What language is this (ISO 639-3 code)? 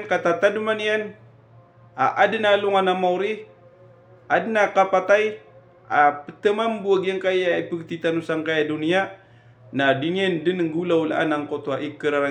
mrw